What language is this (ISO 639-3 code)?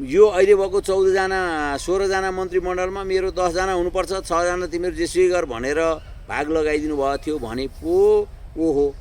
nep